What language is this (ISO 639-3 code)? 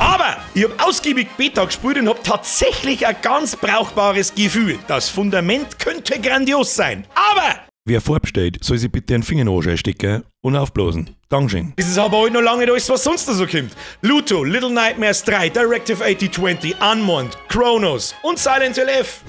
bar